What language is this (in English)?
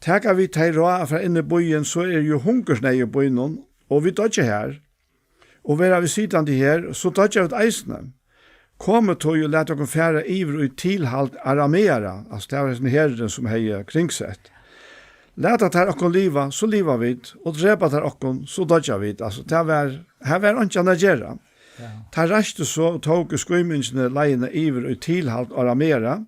Faroese